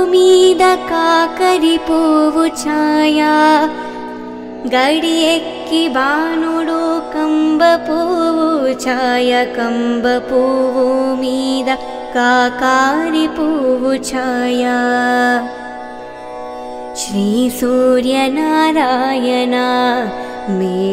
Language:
Telugu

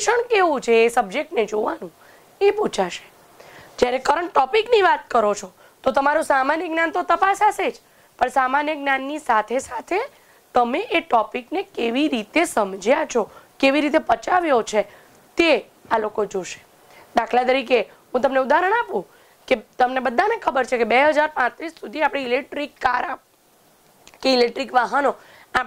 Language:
Gujarati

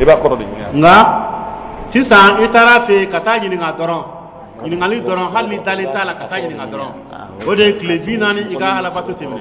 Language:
Dyula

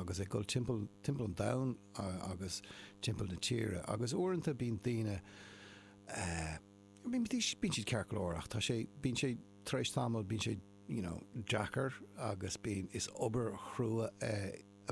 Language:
Irish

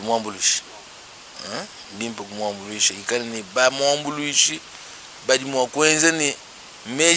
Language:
Luba-Lulua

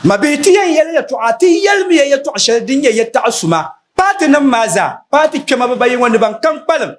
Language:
Dagbani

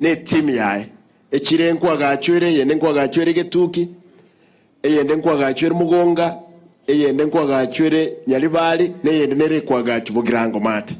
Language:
Gusii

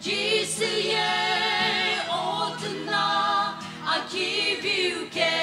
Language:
Sumi Naga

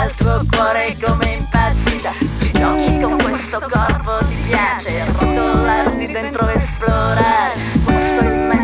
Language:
Italian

